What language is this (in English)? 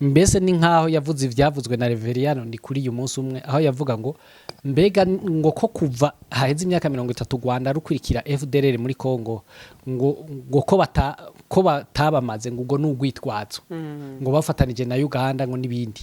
Rundi